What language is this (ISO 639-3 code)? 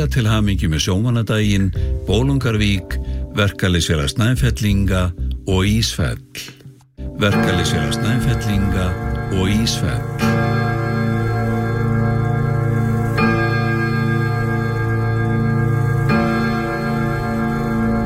isl